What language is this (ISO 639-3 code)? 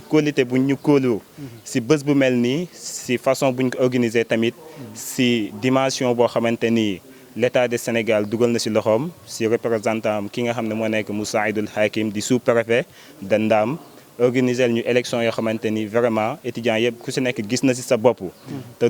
wol